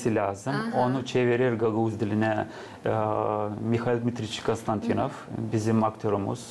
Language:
Gagauz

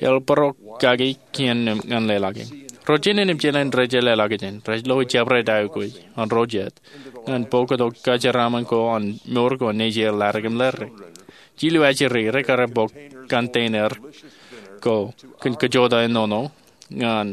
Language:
Marshallese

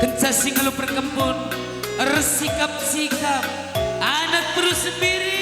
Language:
Batak Karo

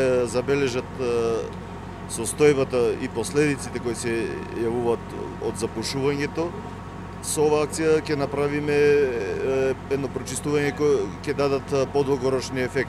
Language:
Macedonian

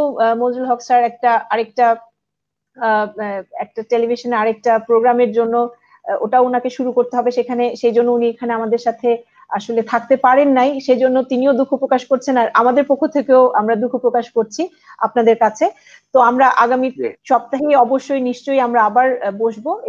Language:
Bangla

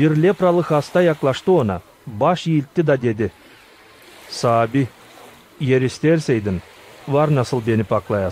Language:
Gagauz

